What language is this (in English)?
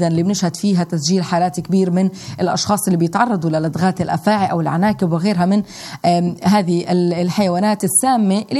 South Levantine Arabic